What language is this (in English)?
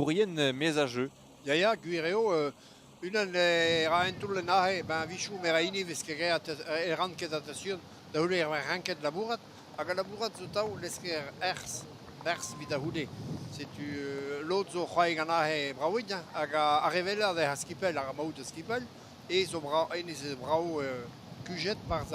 Breton